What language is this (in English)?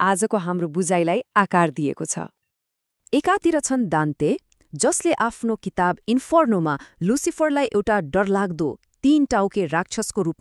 Nepali